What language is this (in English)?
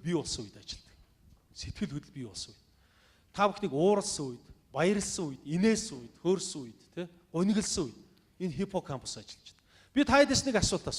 Mongolian